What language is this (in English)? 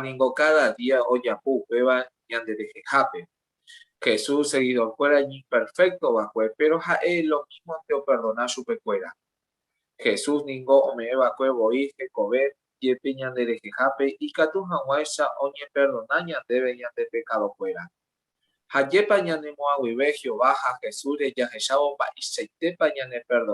Guarani